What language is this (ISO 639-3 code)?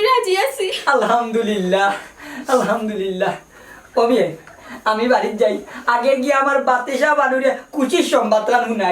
syl